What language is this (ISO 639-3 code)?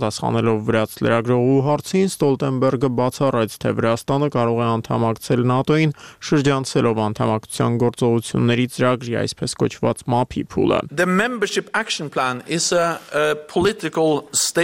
hye